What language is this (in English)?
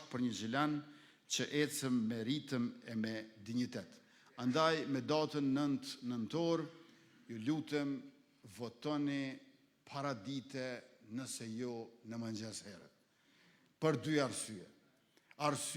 Albanian